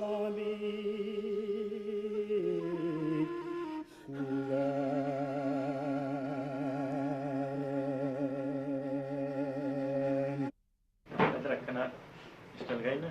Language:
Bashkir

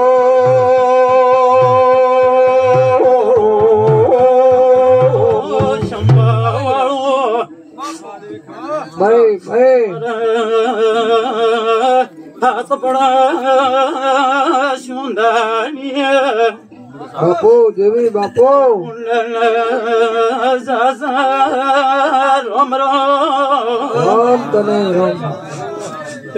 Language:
Gujarati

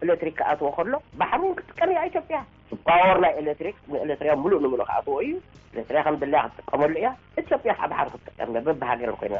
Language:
Tigrinya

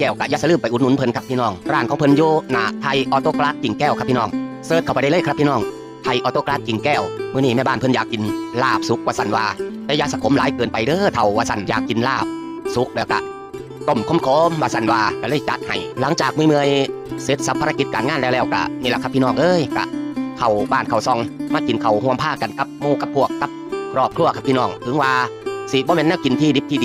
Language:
Northeastern Thai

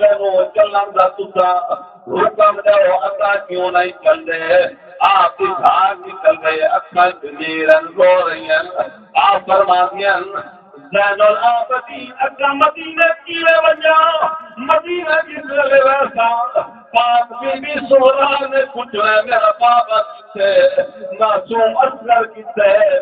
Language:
Saraiki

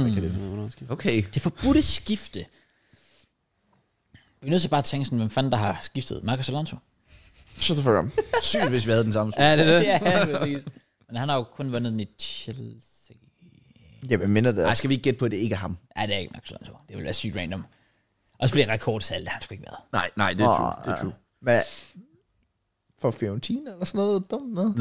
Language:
Danish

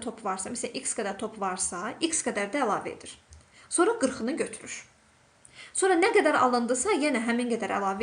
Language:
Azerbaijani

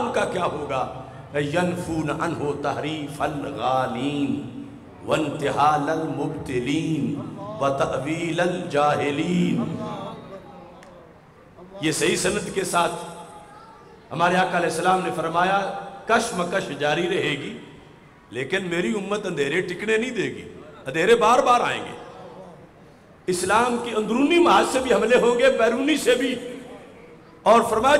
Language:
Urdu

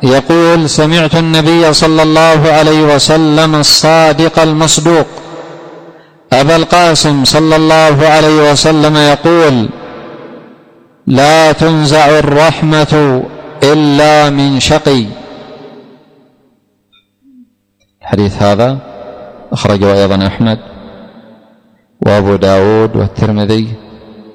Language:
Arabic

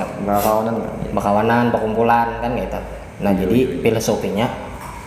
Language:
Banjar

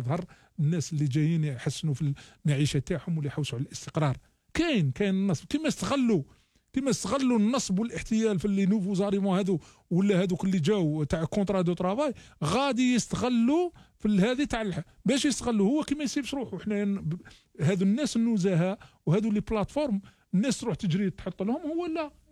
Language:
Algerian Arabic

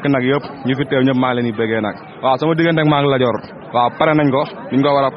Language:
Wolof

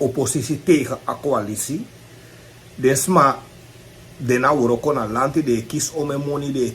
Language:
Sranan Tongo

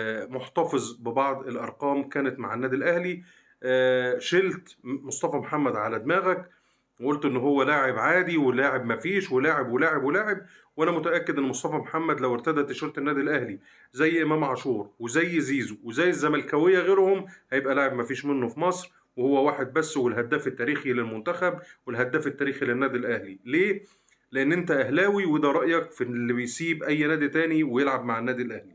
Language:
Egyptian Arabic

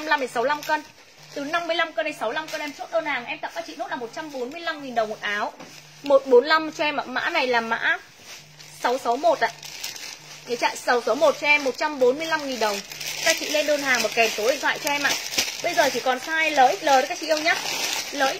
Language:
Vietnamese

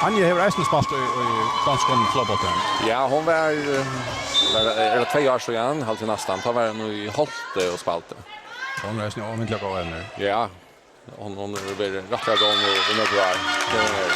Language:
Faroese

